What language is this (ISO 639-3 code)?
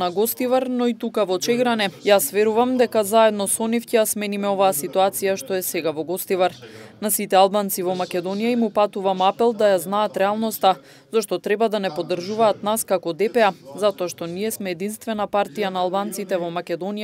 mkd